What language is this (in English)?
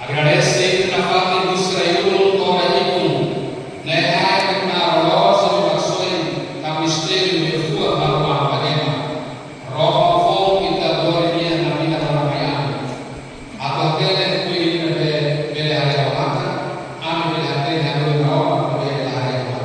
Tetum